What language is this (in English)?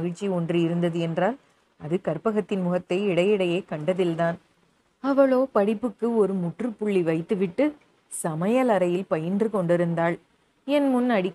Tamil